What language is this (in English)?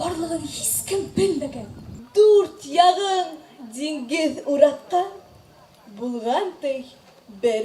Bashkir